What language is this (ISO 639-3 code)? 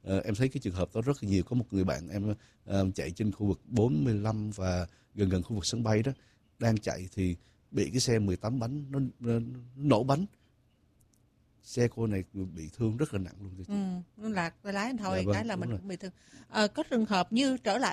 vie